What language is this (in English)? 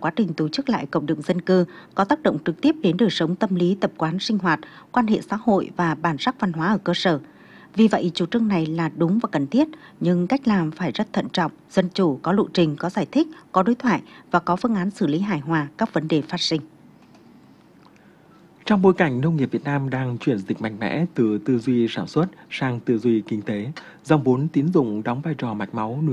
Vietnamese